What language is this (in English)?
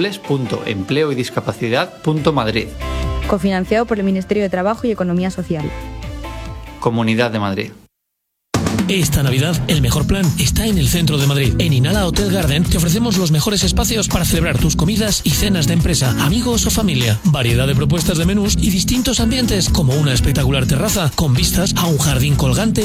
Spanish